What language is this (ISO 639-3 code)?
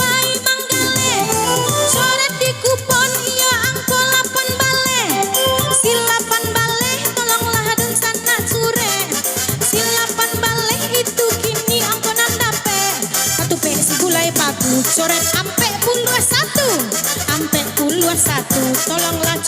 min